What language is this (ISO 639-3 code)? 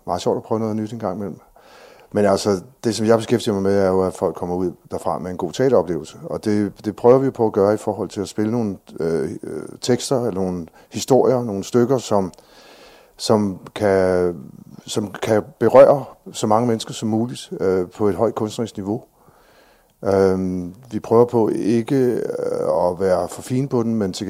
dan